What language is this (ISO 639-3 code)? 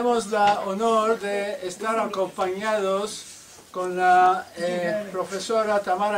lad